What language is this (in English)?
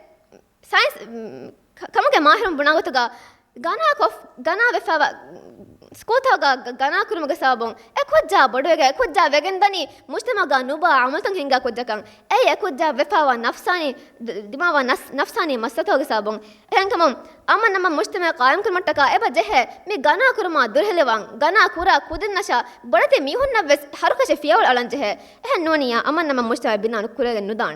Divehi